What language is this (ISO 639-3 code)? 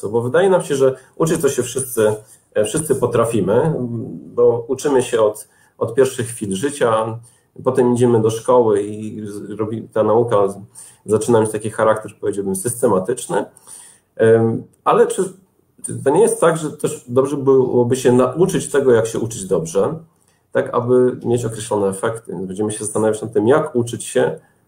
pol